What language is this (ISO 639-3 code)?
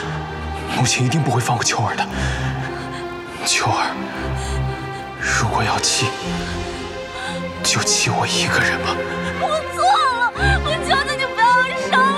zho